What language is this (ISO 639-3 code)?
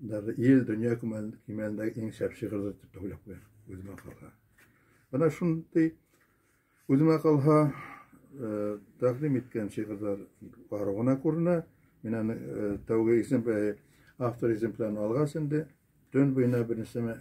bak